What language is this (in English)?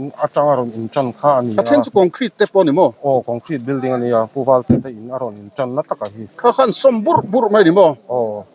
Mizo